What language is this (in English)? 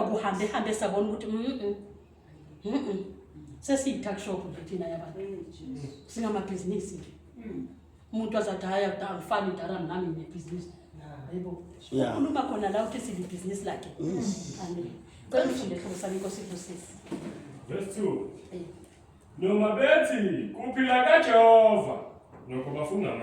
Zulu